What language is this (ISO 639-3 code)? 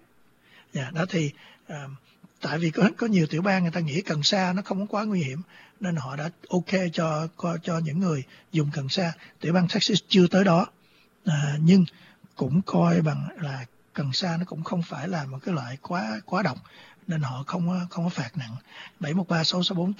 vie